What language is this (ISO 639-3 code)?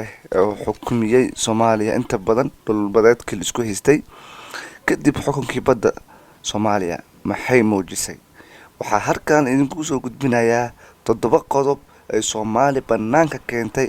som